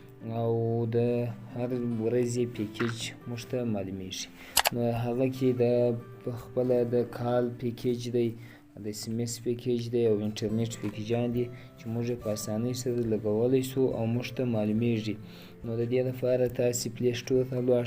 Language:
Pashto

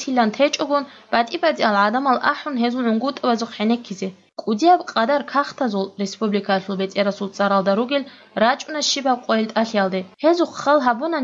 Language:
Avaric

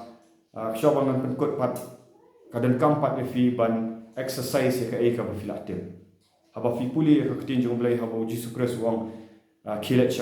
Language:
Khasi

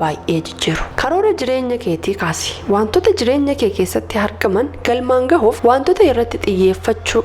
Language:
Oromo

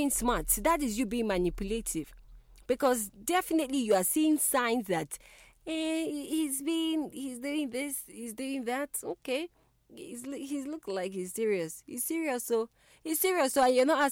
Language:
English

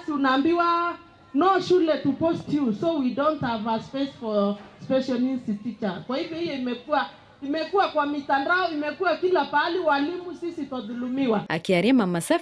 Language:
Meru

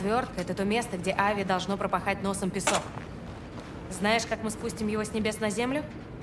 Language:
Russian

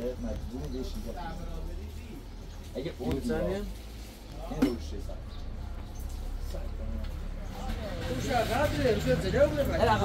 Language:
Persian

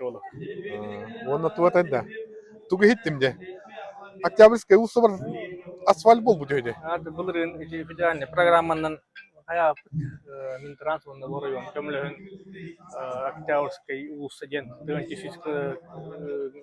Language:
Yakut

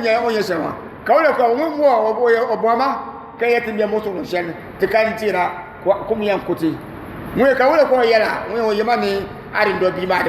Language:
Dagbani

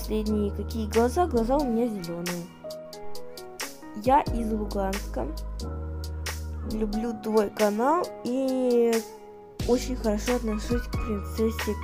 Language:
Russian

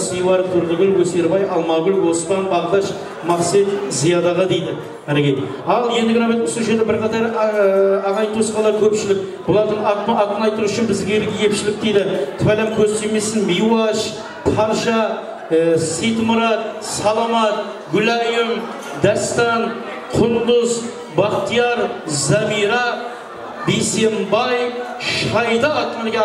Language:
Kara-Kalpak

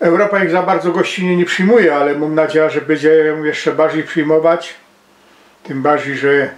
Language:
Silesian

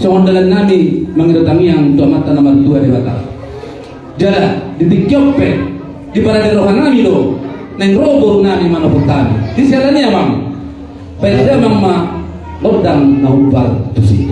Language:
Batak Toba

